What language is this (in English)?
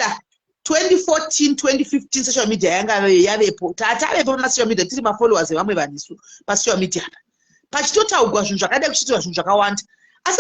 Shona